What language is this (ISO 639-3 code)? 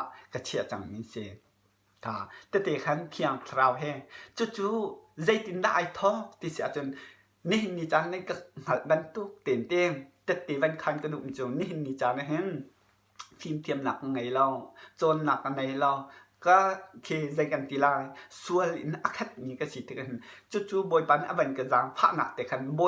cnh